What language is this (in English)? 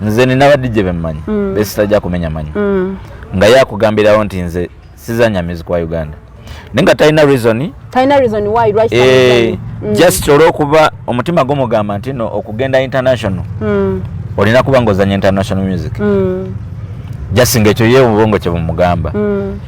Ganda